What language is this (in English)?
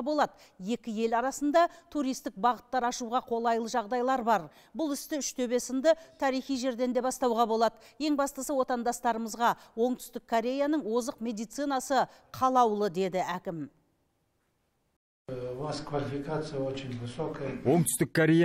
Kazakh